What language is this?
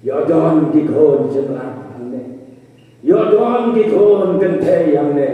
Khasi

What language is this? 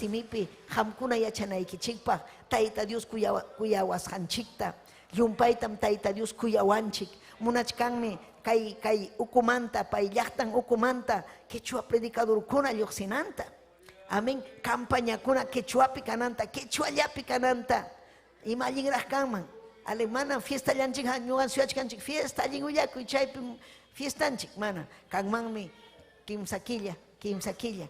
Ayacucho Quechua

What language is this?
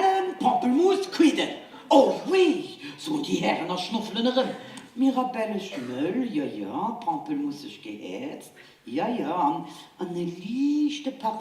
Luxembourgish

